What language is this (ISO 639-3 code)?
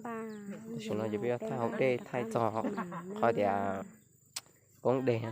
hmn